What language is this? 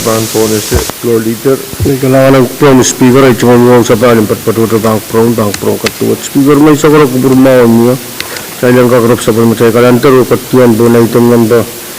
Pohnpeian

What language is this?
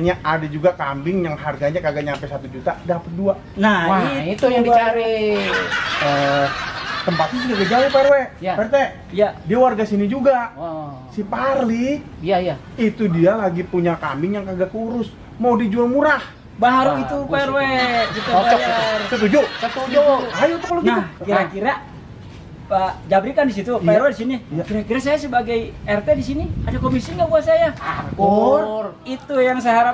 Betawi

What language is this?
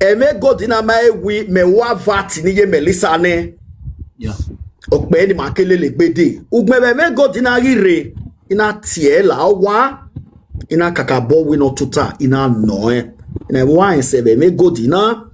Nigerian Pidgin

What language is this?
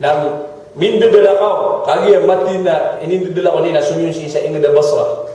Maranao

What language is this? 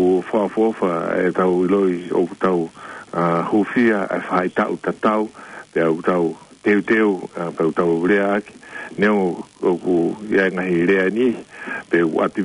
Tongan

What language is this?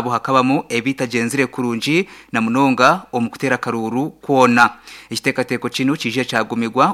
Nyankole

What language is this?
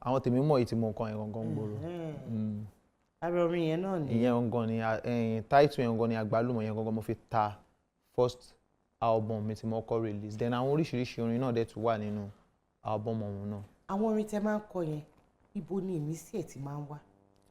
Yoruba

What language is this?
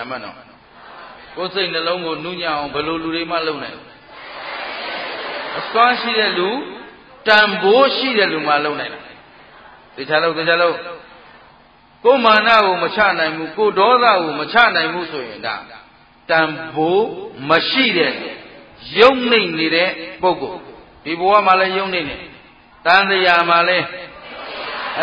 Burmese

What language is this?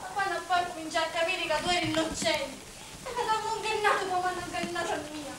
Sicilian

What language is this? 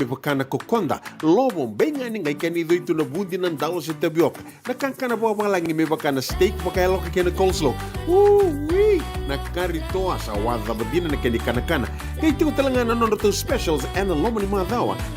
Fijian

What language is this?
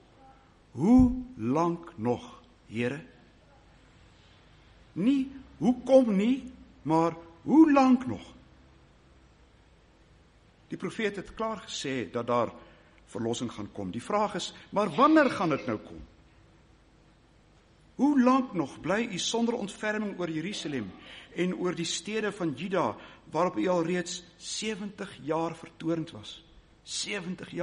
Afrikaans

